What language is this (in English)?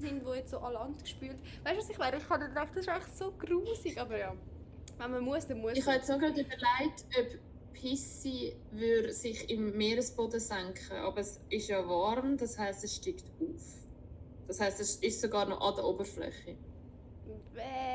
Swiss German